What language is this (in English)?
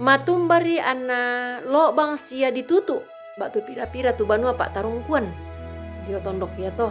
Toraja-Sa'dan